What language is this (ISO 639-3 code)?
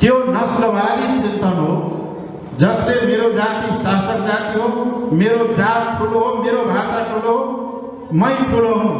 nep